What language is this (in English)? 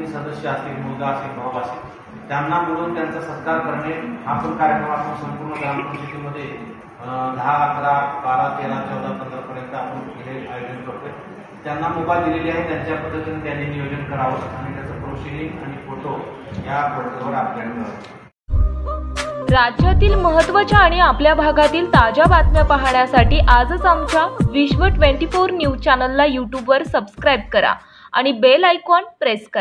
Marathi